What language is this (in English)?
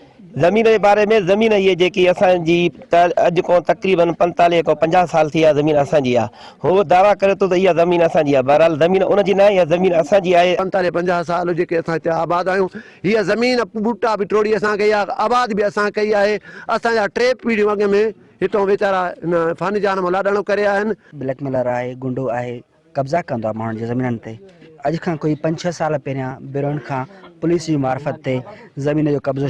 Sindhi